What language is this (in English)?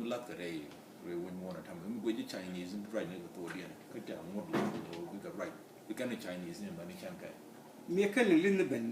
Nuer